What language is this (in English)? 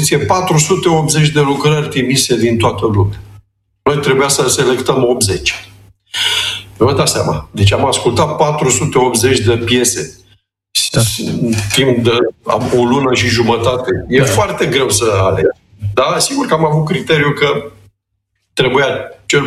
Romanian